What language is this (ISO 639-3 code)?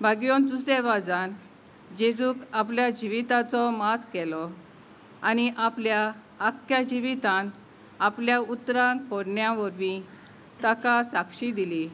kok